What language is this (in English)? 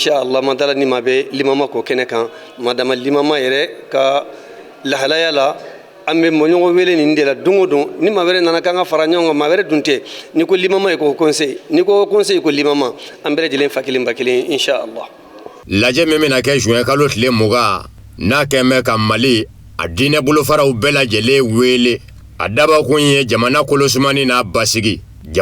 Bambara